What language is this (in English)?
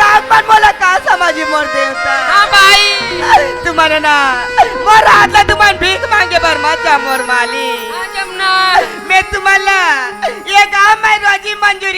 Chhattisgarhi